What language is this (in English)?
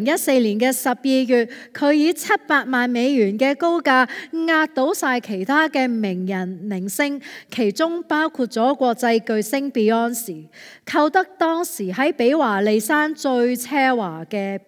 Cantonese